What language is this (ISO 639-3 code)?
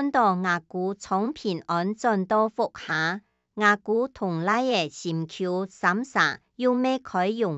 hak